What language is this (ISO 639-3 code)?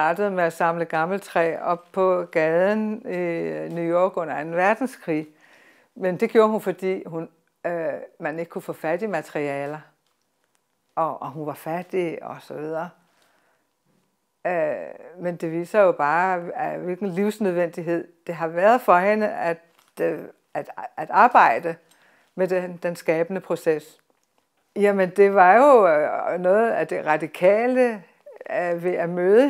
dan